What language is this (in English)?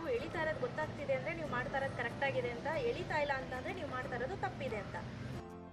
Kannada